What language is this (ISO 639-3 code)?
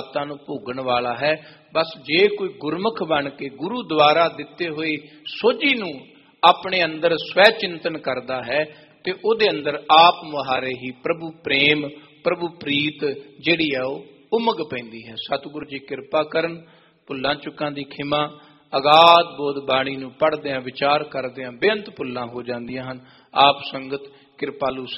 pan